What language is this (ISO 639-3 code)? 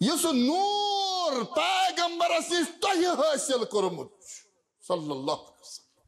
kas